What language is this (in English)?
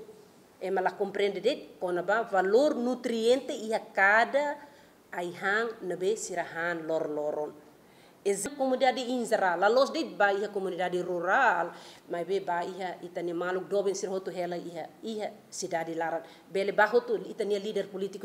Tetum